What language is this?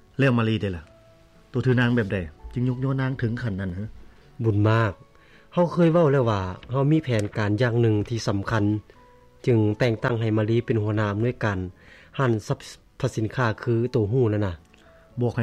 Lao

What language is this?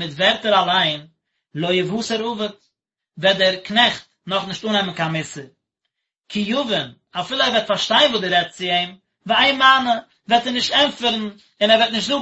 Yiddish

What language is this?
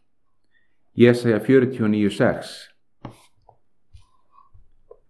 Icelandic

